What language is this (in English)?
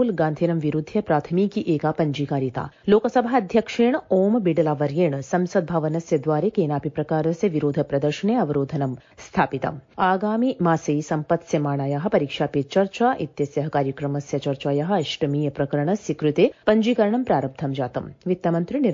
Sanskrit